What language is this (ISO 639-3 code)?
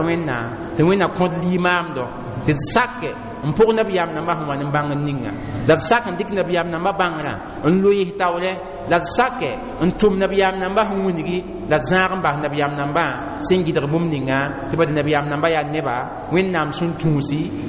mos